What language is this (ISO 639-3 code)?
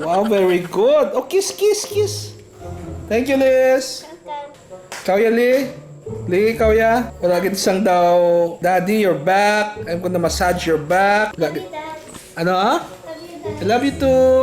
hil